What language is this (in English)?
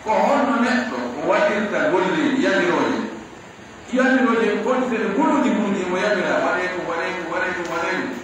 Pular